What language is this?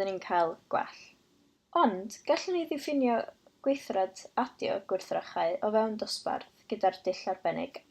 Welsh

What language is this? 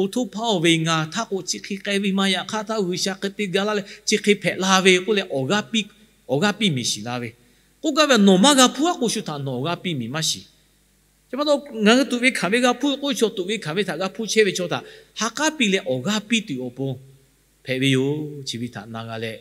Lahu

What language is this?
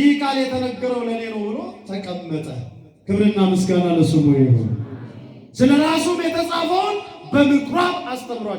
Amharic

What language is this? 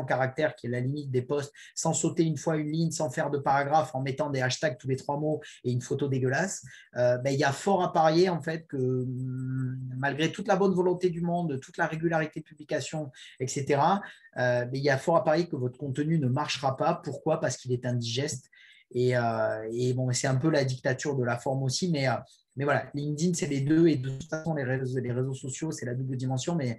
French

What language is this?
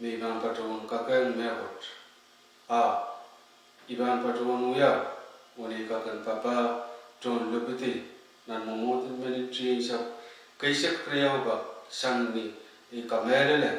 Pohnpeian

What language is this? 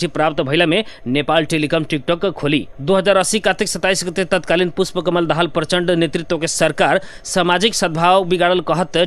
Bhojpuri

